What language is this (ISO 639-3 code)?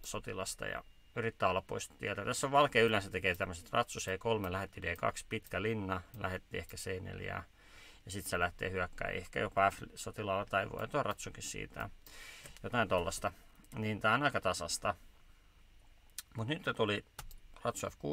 fin